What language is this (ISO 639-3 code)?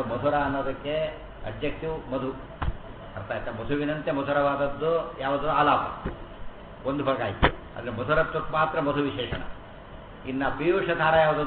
kan